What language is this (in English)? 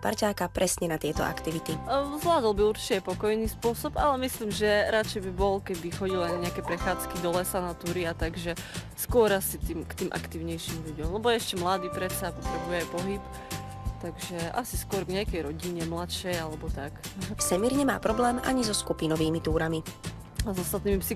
Slovak